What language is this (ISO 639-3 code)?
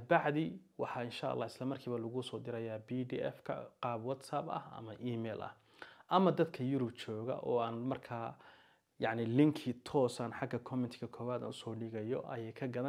som